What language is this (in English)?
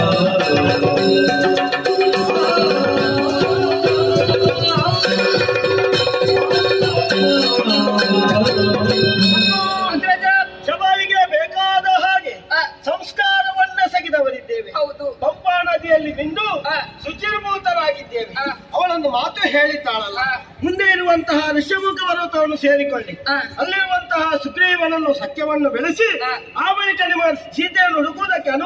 Kannada